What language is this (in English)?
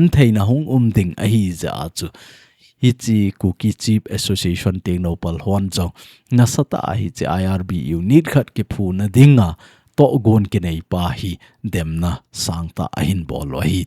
Thado Chin